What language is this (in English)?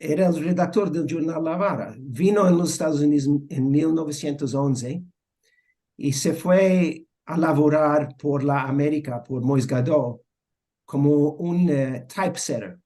Ladino